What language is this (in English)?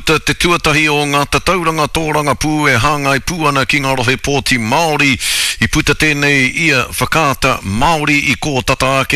Māori